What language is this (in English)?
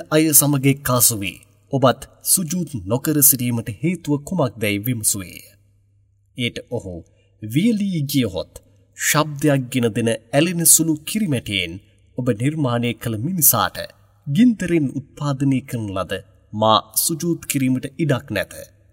Sinhala